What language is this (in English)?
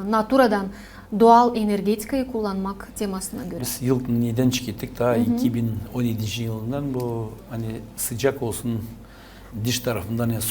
Gagauz